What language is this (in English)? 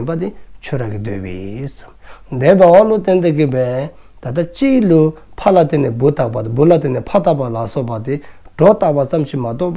Dzongkha